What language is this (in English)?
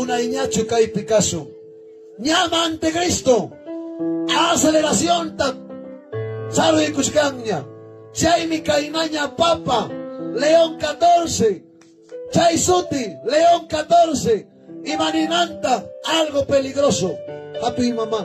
Ayacucho Quechua